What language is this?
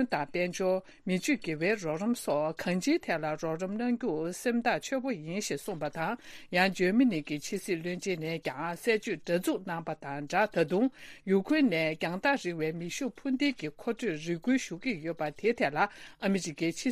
Tibetan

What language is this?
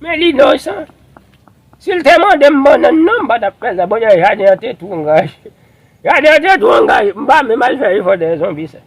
Haitian Creole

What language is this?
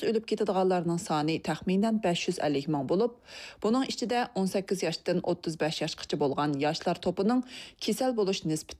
Uyghur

